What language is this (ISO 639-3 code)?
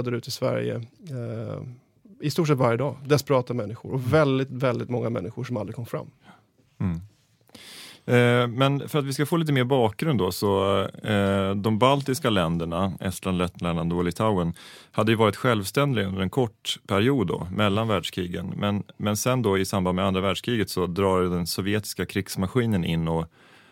swe